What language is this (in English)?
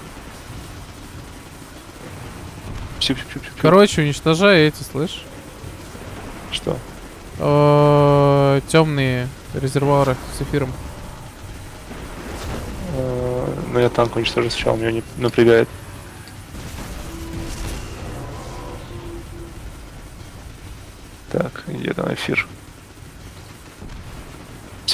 Russian